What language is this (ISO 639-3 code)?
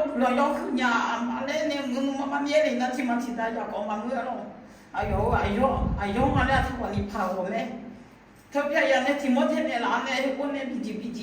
ahk